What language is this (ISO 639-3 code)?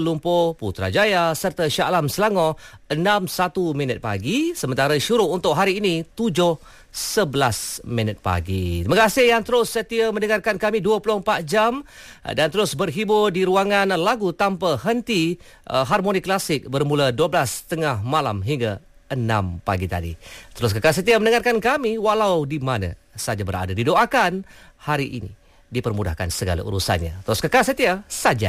msa